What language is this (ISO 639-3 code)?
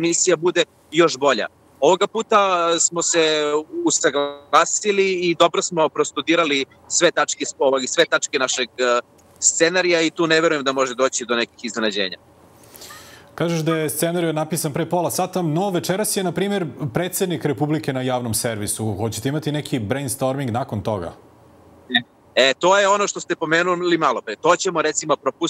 srp